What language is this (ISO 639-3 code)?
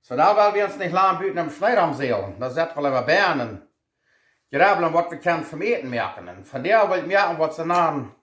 pdt